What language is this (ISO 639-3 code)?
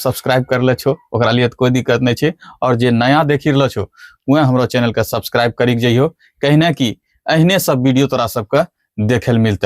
anp